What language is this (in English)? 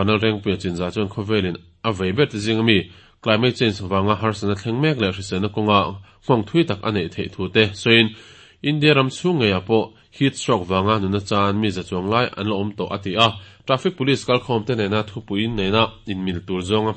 Mizo